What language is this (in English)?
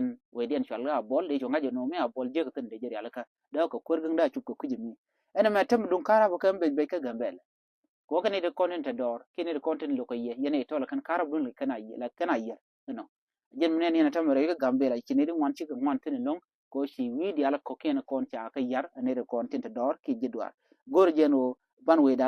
Nuer